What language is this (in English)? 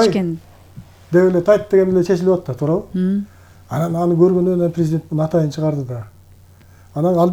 Kyrgyz